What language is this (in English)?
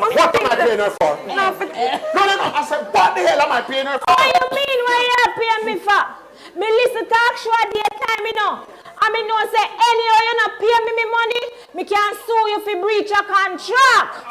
Jamaican Creole English